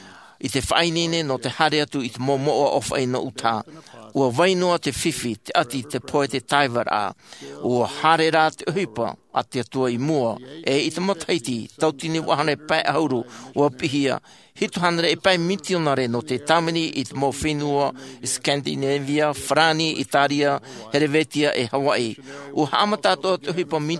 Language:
Tahitian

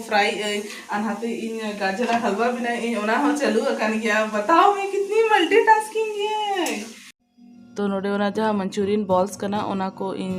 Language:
Santali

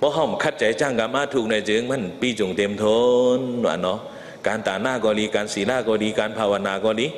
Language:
Shan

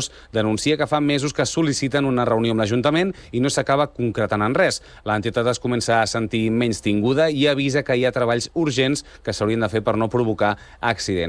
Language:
Catalan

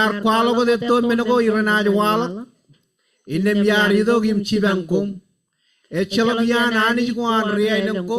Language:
Marshallese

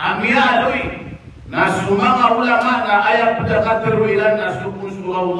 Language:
Maranao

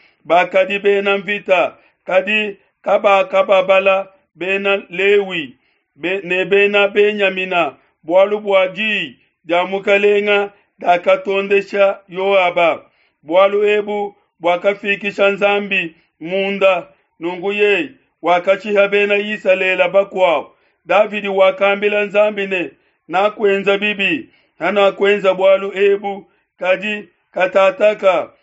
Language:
Luba-Lulua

